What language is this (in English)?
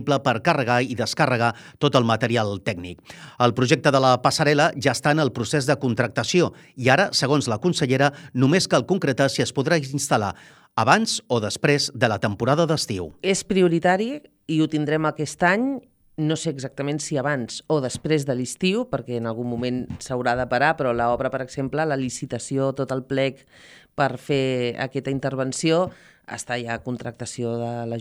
Catalan